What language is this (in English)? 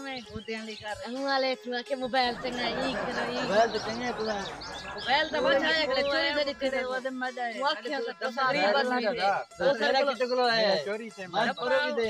Saraiki